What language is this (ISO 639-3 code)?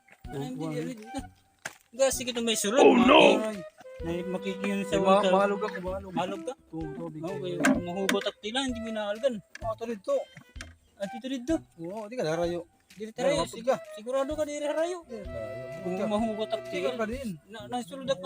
war